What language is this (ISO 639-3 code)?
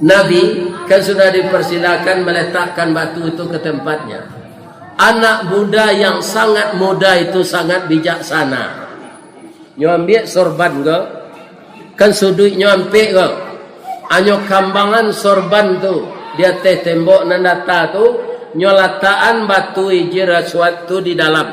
min